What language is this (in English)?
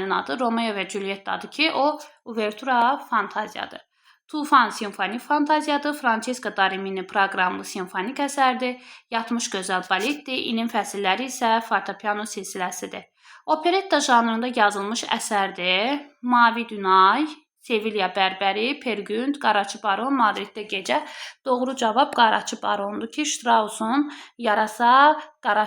Azerbaijani